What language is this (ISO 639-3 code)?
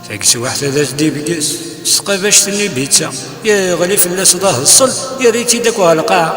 kab